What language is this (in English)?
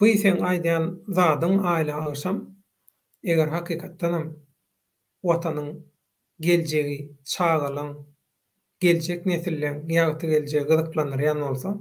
Turkmen